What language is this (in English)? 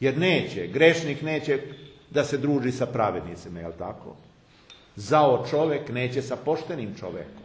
Serbian